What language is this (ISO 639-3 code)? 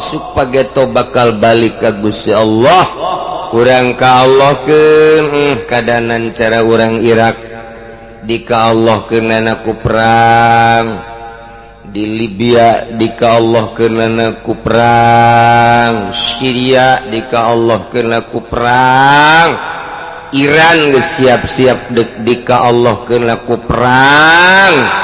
sun